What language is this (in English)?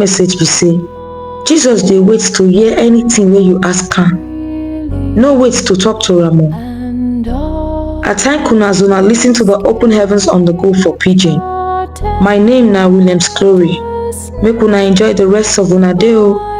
Nigerian Pidgin